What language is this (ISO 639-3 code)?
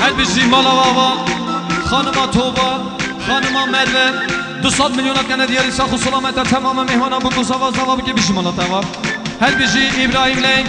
kur